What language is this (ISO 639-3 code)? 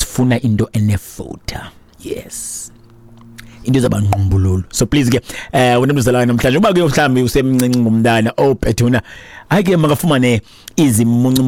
xho